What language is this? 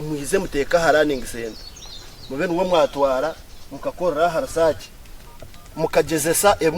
Nyankole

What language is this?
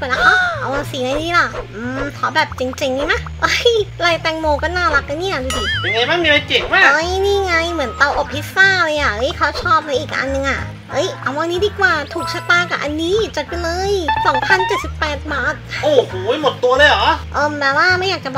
Thai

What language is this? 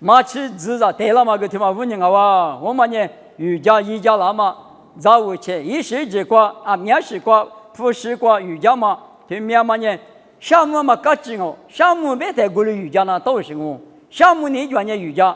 Lisu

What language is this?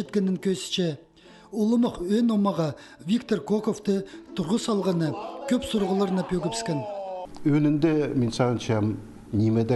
Khakas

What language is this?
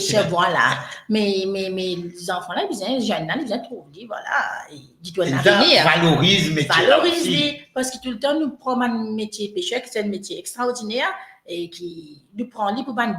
Morisyen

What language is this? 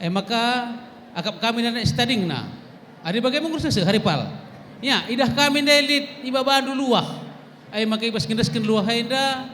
Batak Karo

